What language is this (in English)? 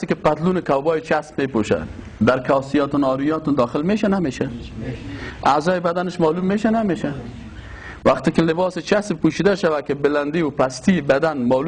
Persian